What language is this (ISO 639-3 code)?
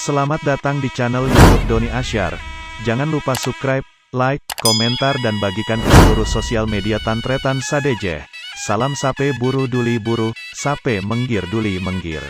mad